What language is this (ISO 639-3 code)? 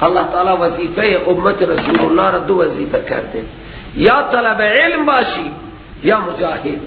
fas